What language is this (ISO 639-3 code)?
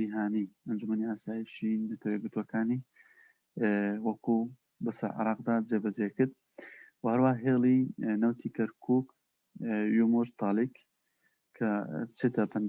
ckb